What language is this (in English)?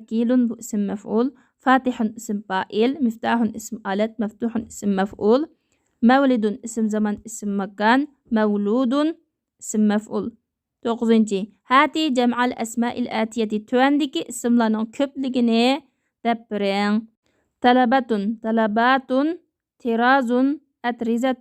Uyghur